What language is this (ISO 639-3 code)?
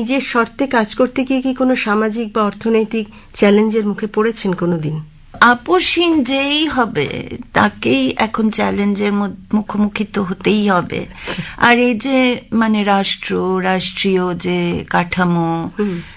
ben